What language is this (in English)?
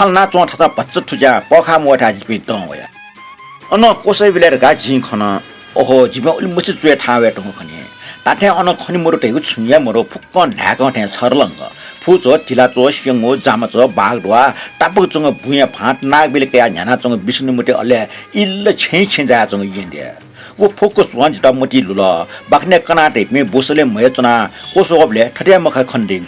Newari